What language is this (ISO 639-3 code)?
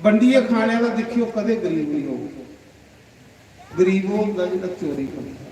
doi